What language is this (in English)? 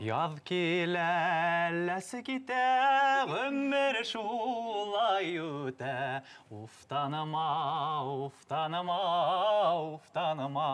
Bashkir